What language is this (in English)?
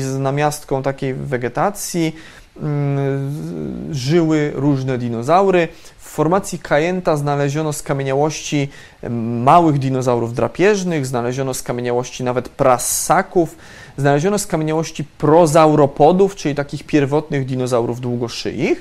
Polish